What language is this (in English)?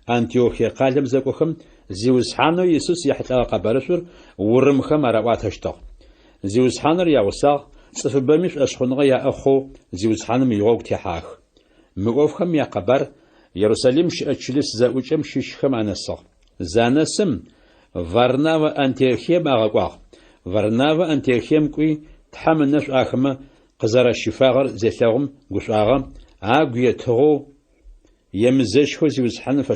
Adyghe